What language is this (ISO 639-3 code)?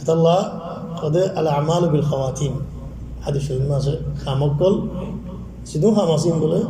rhg